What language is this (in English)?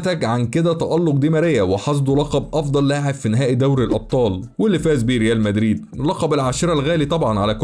Egyptian Arabic